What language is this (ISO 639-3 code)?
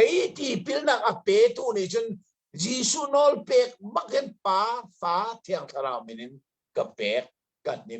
cnh